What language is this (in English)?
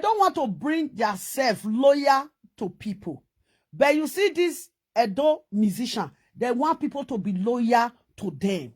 Nigerian Pidgin